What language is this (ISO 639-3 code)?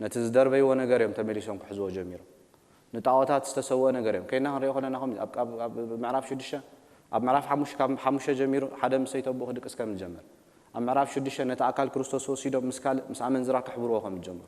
tir